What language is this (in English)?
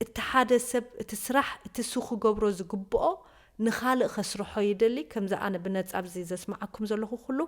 Tigrinya